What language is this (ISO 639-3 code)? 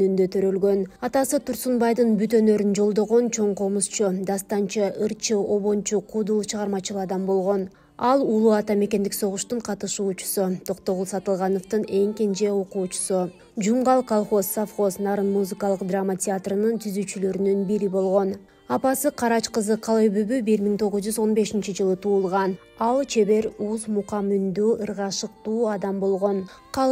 kir